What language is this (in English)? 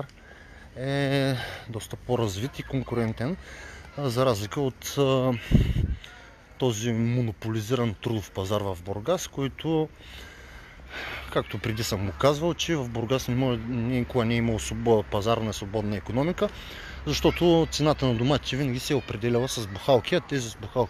Bulgarian